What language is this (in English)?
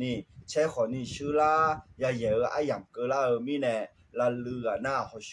Akha